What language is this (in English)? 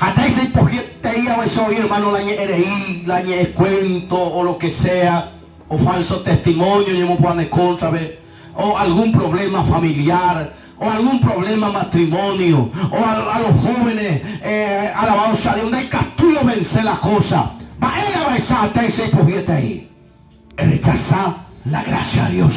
Guarani